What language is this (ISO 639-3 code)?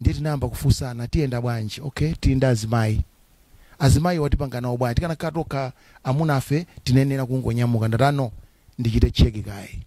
nya